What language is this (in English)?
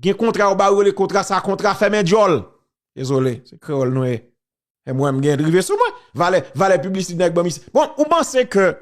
Haitian Creole